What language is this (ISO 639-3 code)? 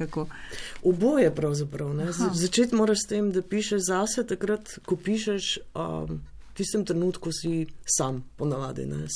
slv